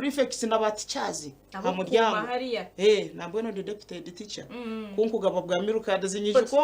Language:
Nyankole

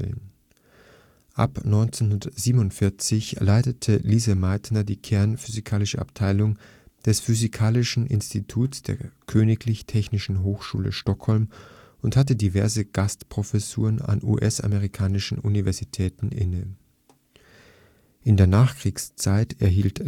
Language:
German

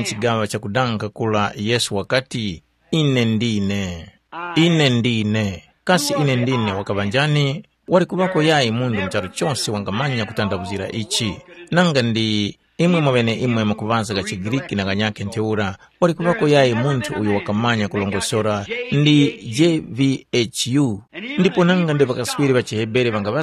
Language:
Tumbuka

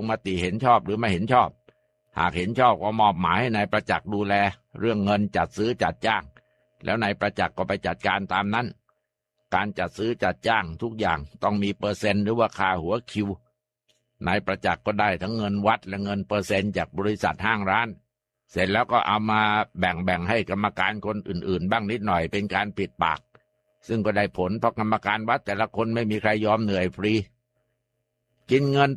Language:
Thai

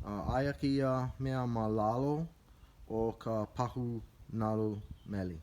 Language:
Hawaiian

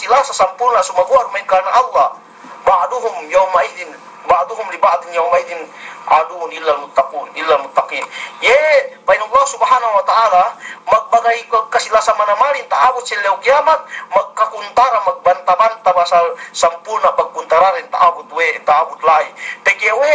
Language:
Yakan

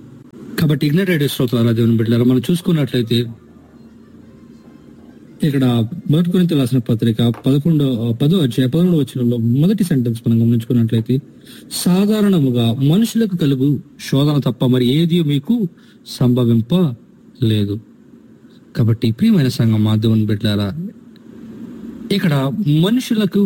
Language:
Telugu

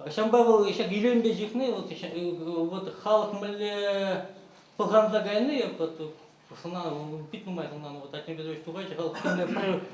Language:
Chuvash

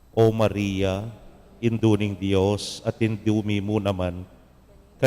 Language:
Pampanga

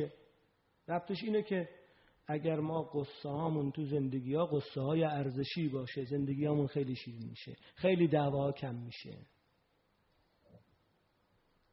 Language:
Persian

